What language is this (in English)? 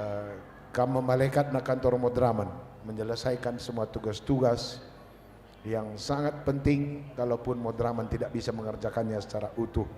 Batak Karo